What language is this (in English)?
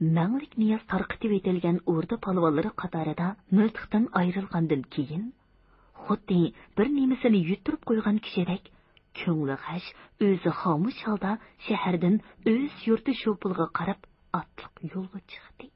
Uyghur